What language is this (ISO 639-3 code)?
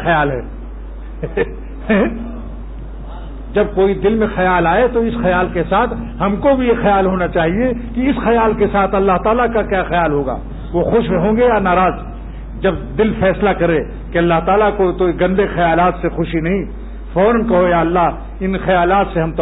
urd